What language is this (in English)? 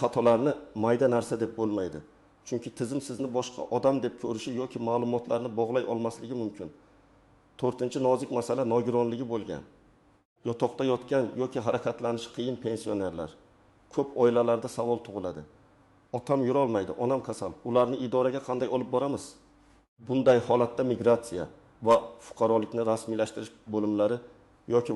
Uzbek